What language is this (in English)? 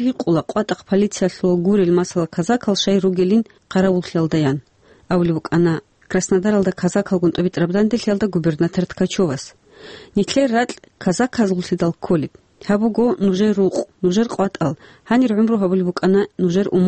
Avaric